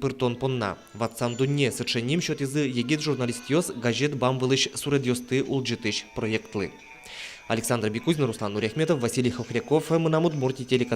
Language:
Udmurt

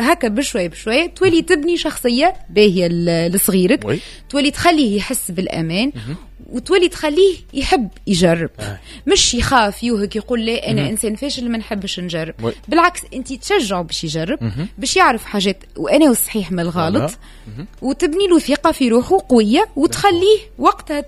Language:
Tunisian Arabic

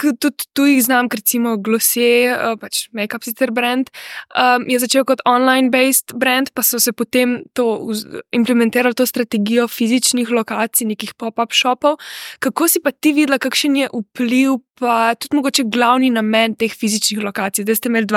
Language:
Slovenian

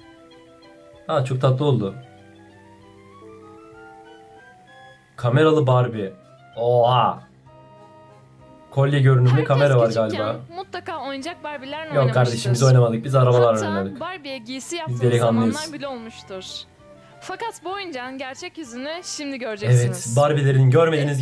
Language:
Turkish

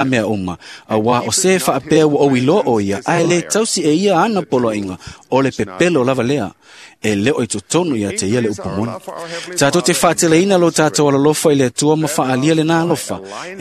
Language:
Samoan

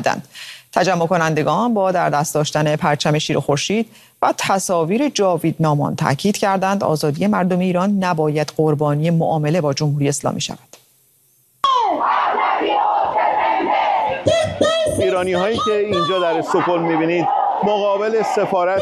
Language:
Persian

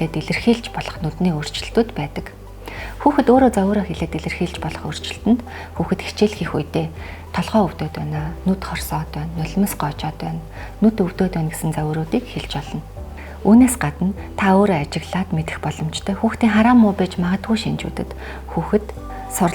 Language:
Mongolian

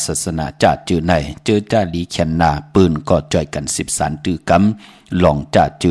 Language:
Shan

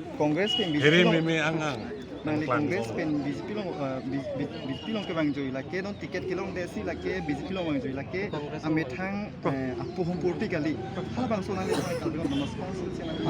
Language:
Karbi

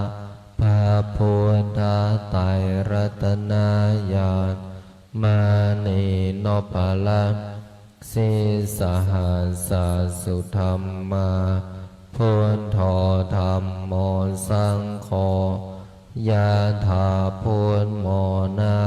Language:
Pali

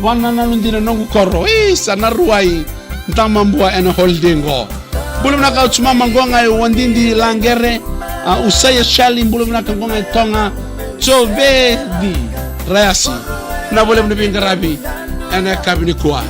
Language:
Fijian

